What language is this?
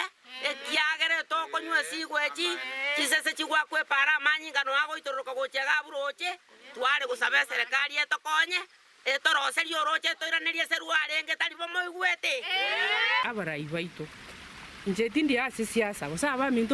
Gusii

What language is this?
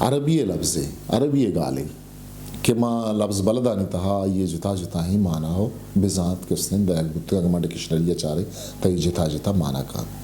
Eastern Balochi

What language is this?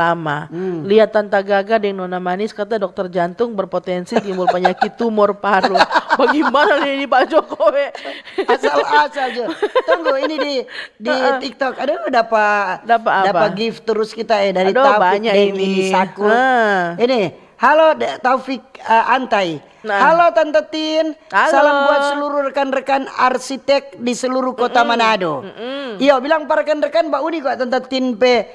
Manado Malay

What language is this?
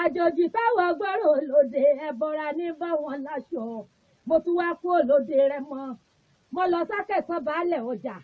Yoruba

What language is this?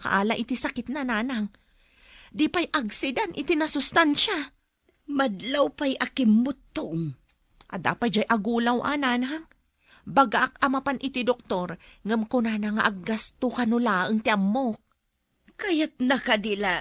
Iloko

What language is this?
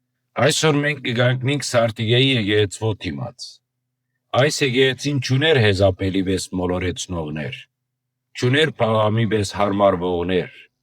Western Armenian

